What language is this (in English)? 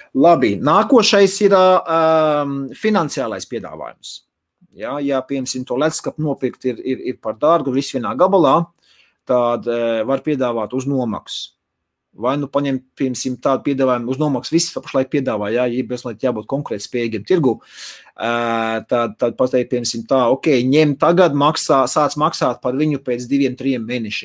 Latvian